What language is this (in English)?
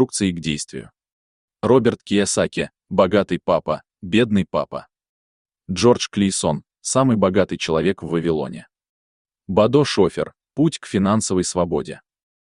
Russian